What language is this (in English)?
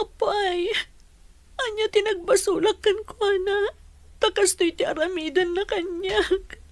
Iloko